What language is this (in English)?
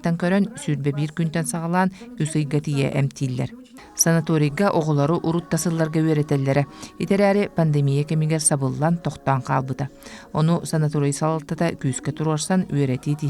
Yakut